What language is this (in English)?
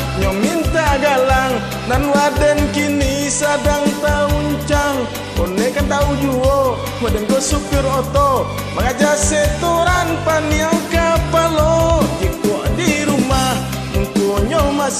Minangkabau